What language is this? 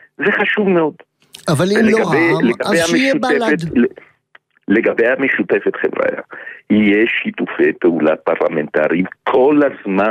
Hebrew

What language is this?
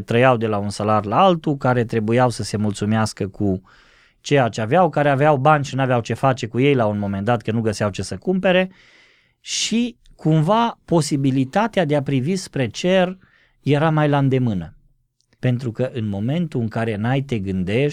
Romanian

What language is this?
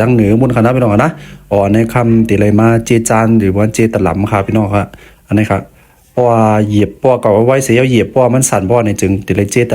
Shan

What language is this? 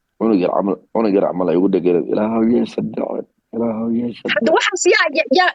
Somali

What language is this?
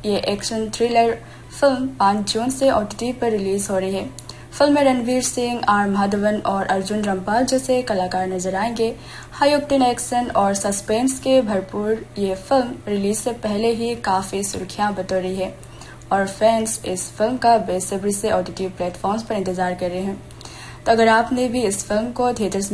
Hindi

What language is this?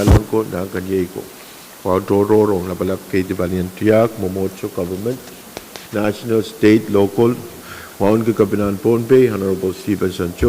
Pohnpeian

